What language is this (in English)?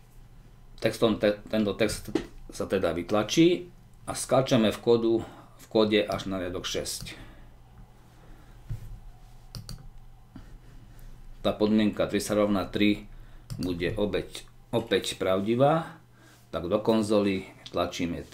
Slovak